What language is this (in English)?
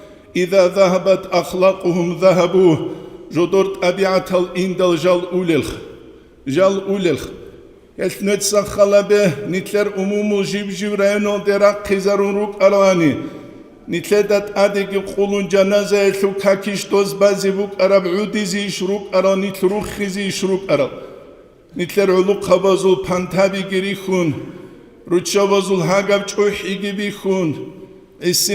Avaric